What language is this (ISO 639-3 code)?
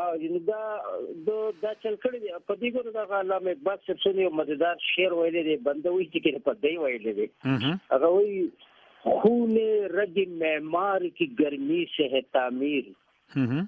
pus